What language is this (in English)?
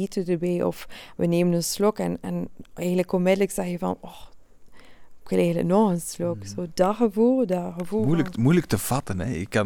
Dutch